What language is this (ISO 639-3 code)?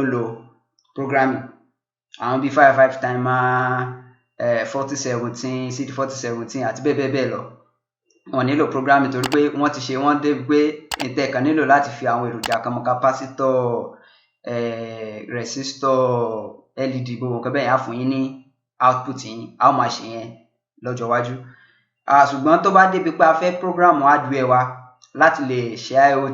yor